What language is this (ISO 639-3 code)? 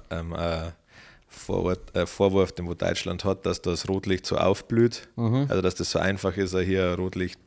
bar